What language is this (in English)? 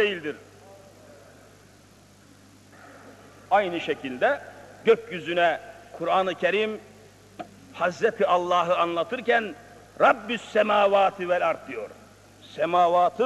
Turkish